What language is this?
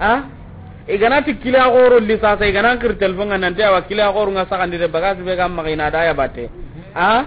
Soninke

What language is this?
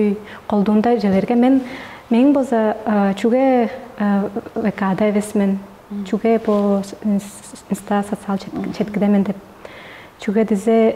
Tuvinian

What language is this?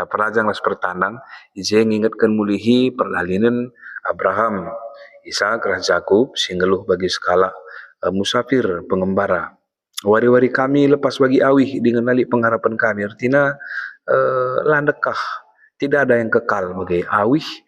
Batak Karo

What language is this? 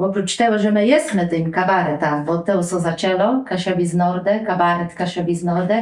Kashubian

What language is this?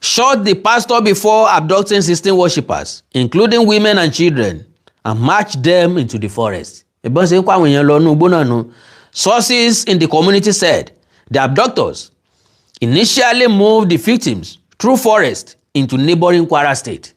Yoruba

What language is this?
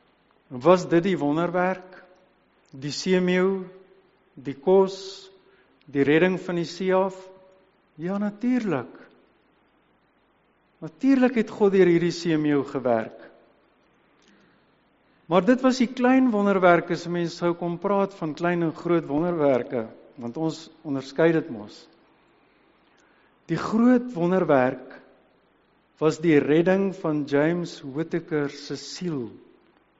Afrikaans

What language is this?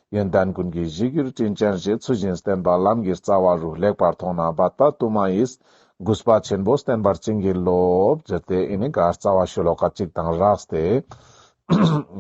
Ladakhi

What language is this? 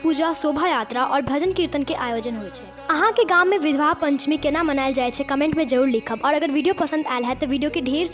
Maithili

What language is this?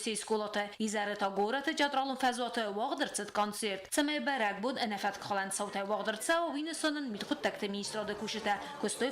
Ossetic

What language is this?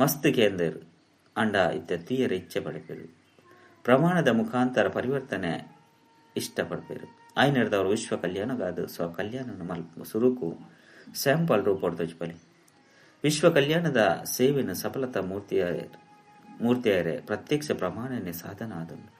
Tulu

